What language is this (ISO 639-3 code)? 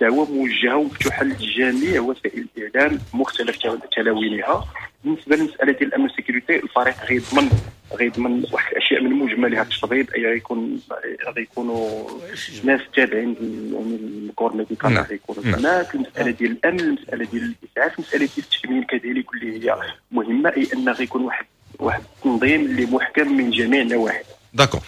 ary